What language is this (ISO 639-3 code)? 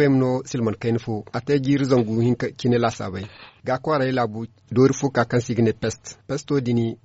dje